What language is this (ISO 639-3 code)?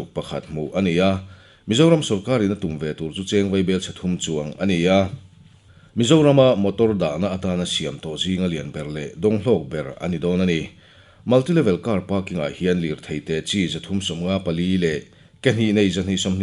lus